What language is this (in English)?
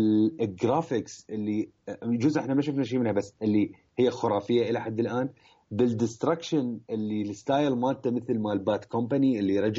Mesopotamian Arabic